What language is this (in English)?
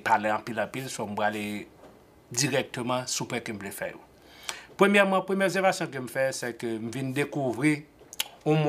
Haitian Creole